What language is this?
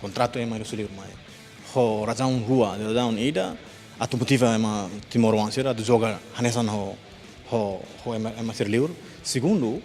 Tetum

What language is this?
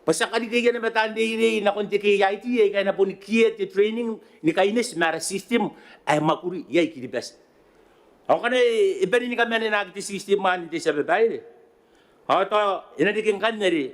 Gilbertese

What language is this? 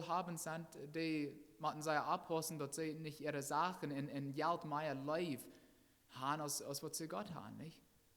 Plautdietsch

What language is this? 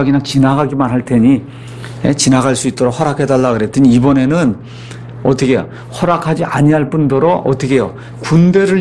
Korean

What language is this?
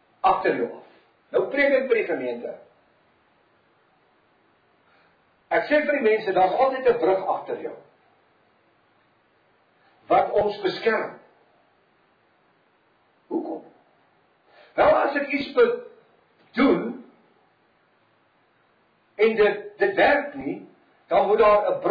Afrikaans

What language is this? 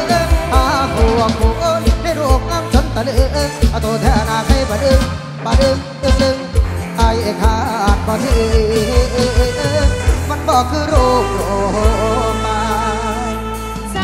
Thai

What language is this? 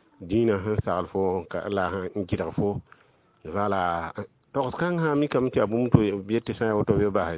Mossi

